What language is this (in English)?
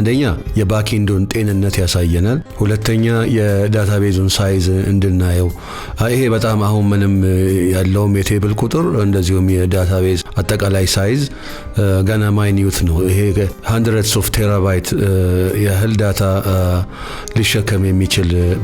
Amharic